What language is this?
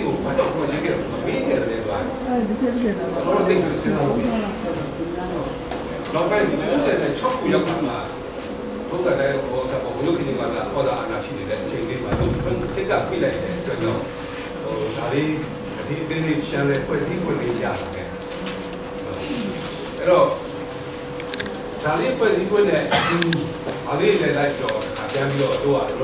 Burmese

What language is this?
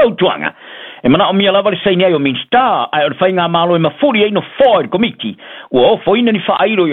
Samoan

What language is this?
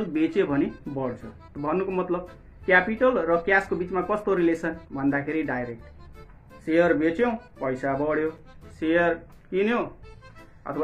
Nepali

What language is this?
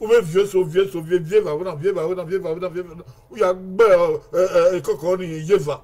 Bini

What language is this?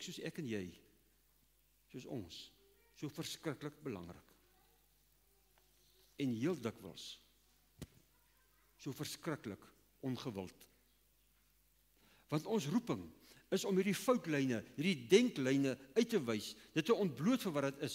Afrikaans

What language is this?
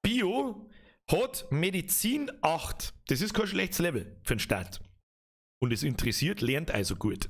Bavarian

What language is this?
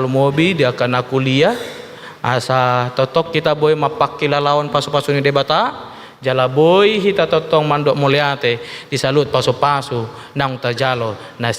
Batak Toba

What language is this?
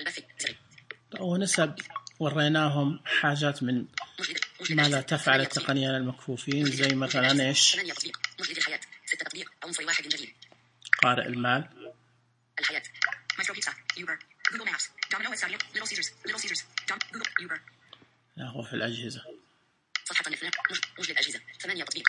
Najdi Arabic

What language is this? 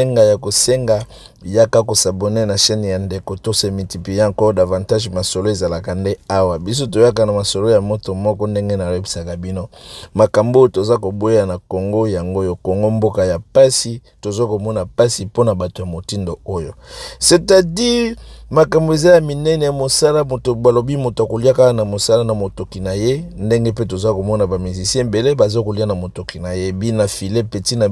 Lingala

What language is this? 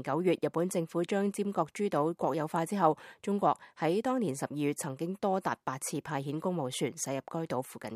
Cantonese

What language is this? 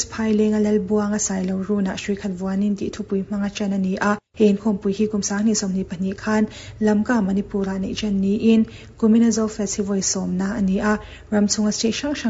Mizo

